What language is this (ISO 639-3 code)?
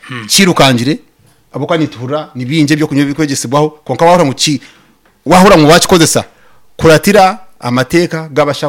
nyn